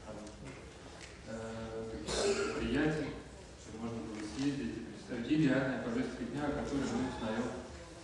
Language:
Russian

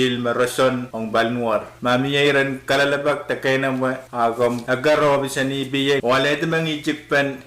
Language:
Pohnpeian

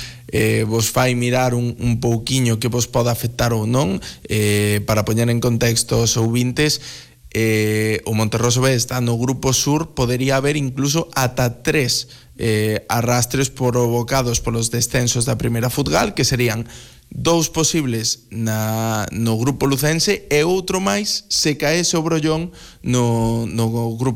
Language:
Galician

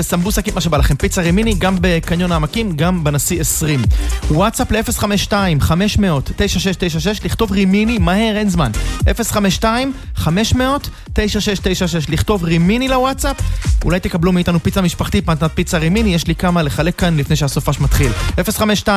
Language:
Hebrew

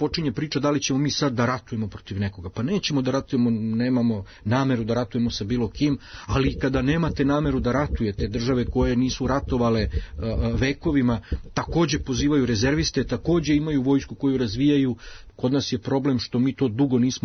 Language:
Serbian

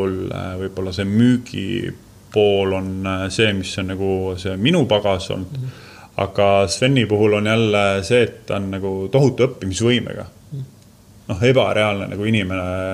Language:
Estonian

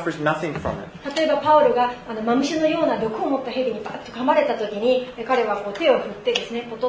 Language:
Japanese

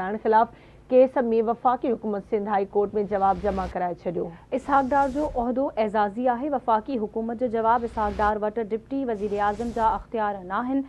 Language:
Sindhi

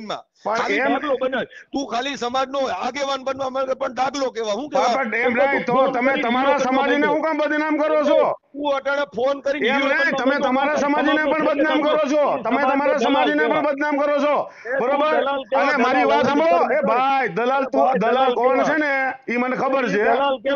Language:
Gujarati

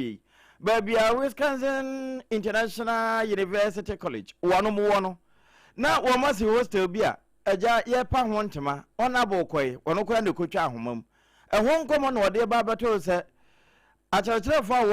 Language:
Akan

